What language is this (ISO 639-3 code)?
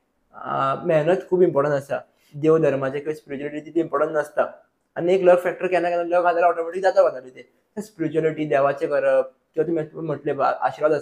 kok